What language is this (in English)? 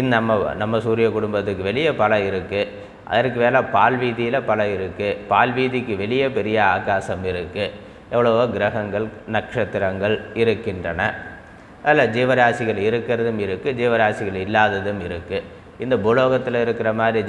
Tamil